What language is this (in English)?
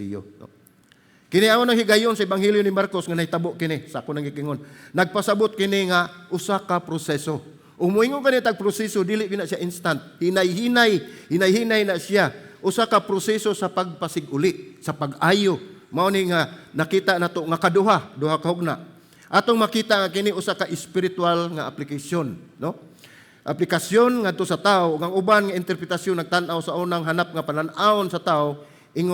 Cebuano